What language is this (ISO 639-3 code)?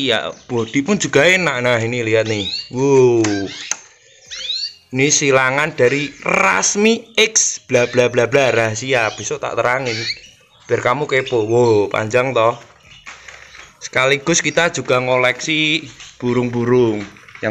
ind